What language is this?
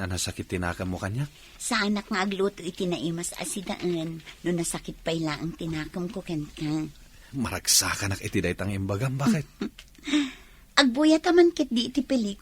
Iloko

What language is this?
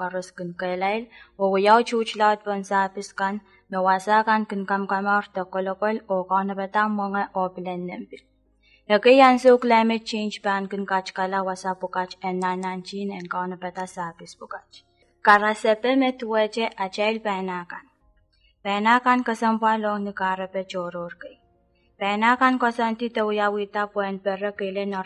Pohnpeian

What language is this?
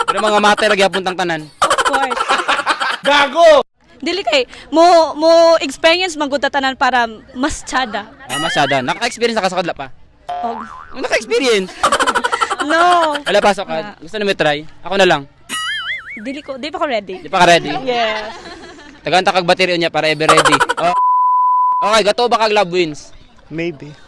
Cebuano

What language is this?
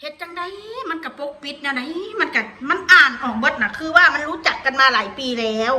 Northeastern Thai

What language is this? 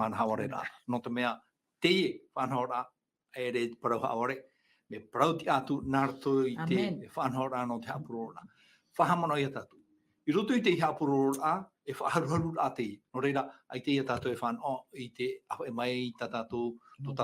Tahitian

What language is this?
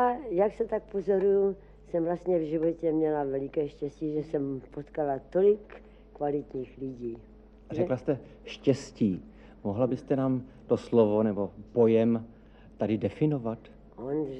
Czech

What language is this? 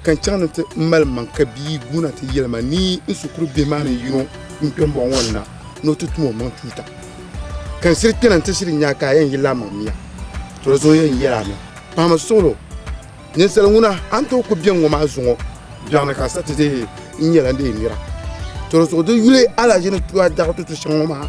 Dagbani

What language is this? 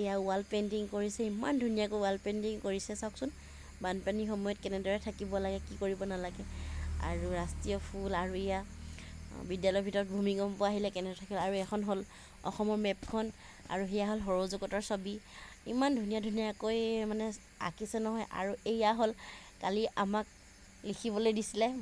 Assamese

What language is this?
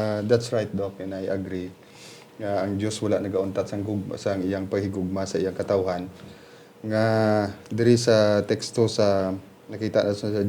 Hiligaynon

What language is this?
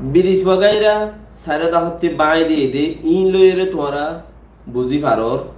Rohingya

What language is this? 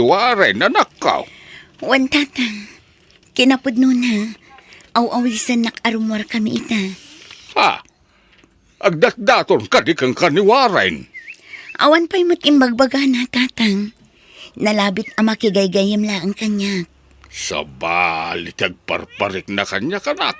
Iloko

